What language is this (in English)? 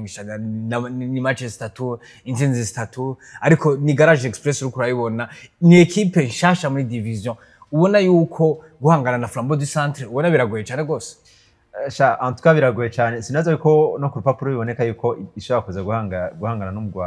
Rundi